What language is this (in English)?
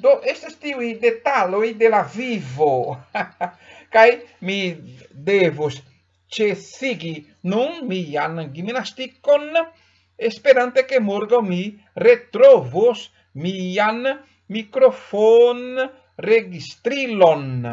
Esperanto